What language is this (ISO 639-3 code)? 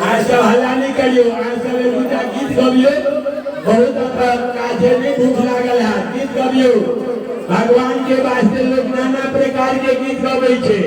mai